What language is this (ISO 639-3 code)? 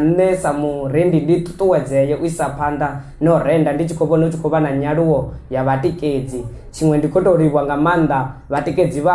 ven